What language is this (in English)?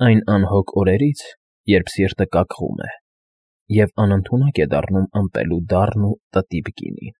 Armenian